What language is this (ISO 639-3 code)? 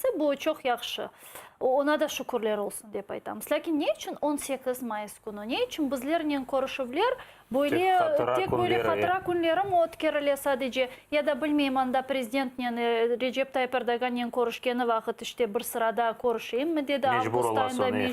crh